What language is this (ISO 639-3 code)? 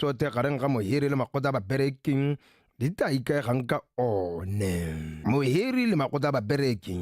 tsn